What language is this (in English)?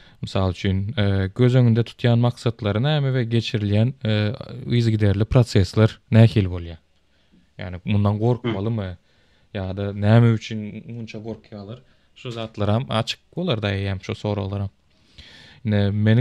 Turkmen